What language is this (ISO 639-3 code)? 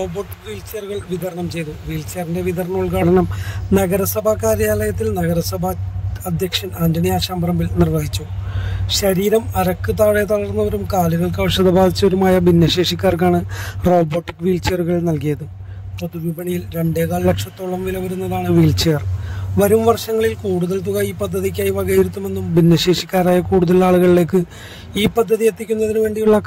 mal